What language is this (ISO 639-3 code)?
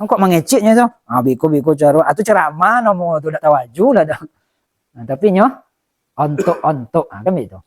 min